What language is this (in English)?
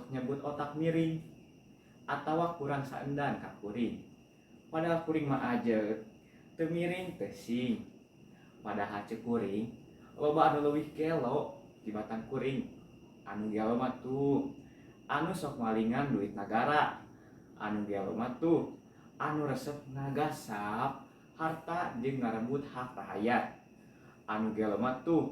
Sundanese